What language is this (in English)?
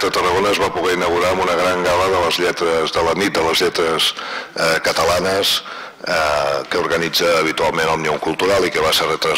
Catalan